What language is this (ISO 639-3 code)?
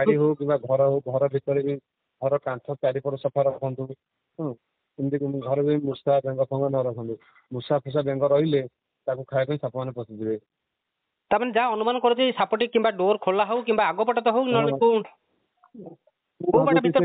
ori